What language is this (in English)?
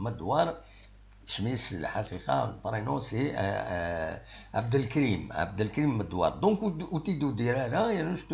Kabyle